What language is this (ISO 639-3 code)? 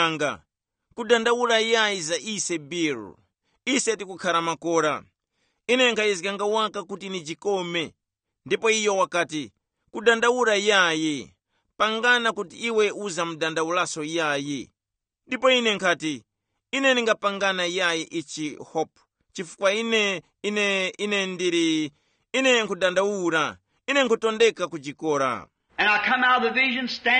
tum